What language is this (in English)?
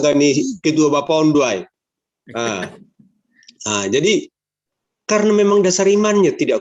Batak Simalungun